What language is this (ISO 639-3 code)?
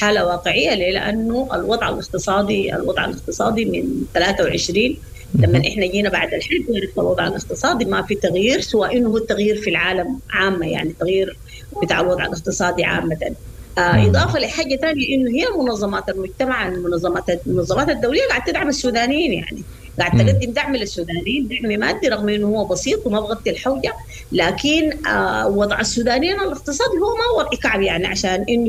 apd